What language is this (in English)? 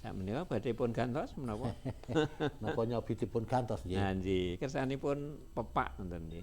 Javanese